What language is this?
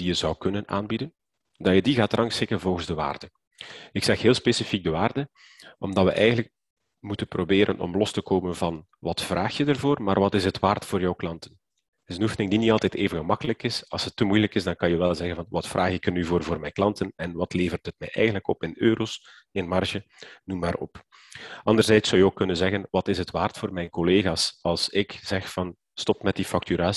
Dutch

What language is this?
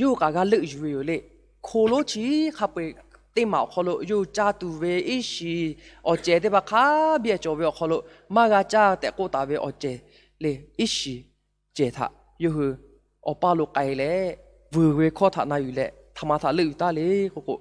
Lahu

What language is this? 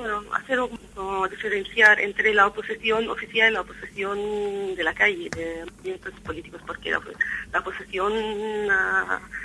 Spanish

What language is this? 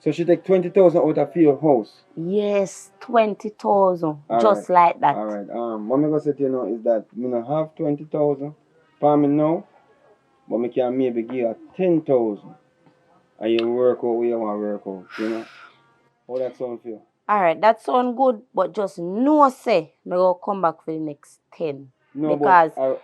Jamaican Creole English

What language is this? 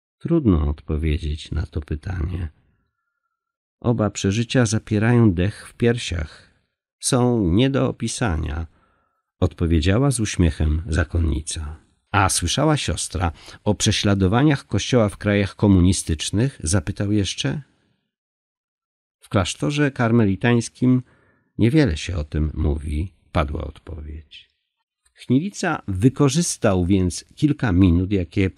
Polish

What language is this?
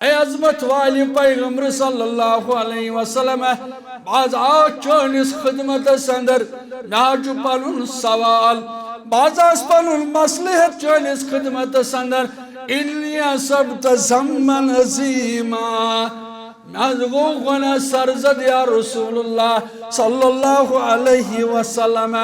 Kashmiri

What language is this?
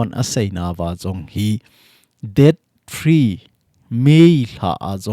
Thado Chin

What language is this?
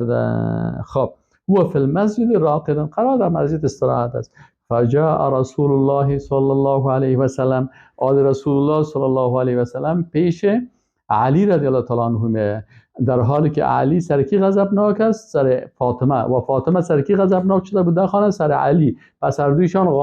Persian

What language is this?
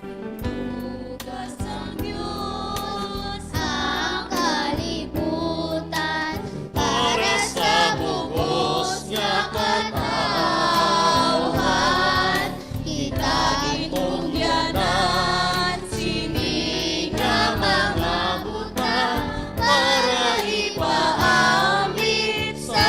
Hiligaynon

